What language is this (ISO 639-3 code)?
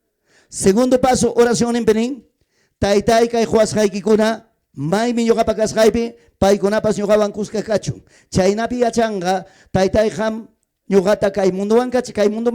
quy